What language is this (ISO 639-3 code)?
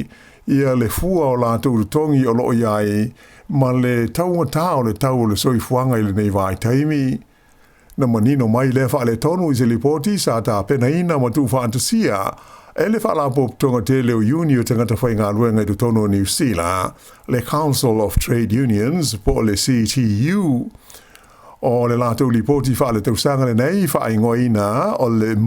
smo